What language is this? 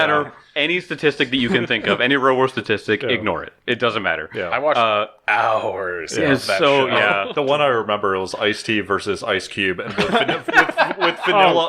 English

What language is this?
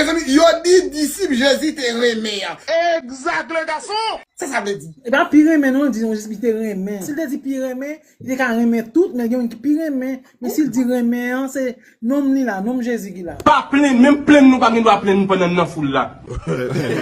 Haitian Creole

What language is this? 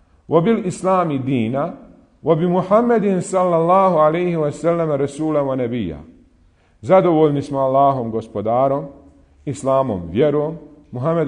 Bosnian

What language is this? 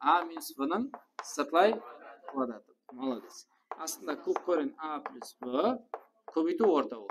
Kara-Kalpak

